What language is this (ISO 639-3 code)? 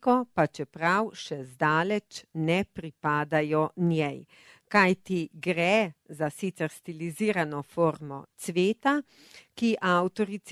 slv